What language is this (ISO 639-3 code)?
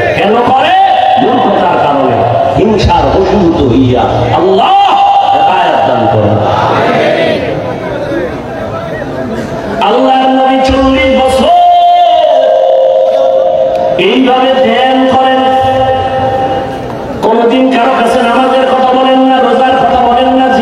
ben